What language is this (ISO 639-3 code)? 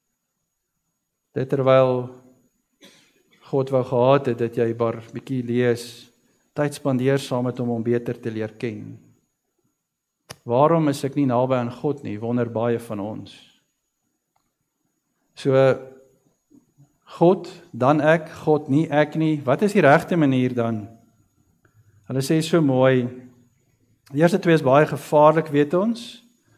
afr